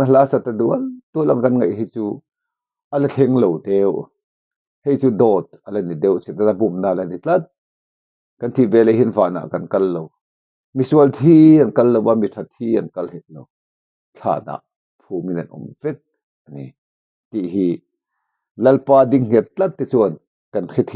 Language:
Mizo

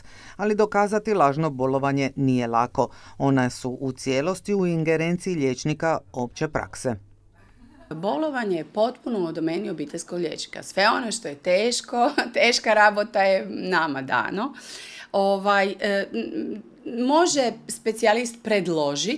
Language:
Croatian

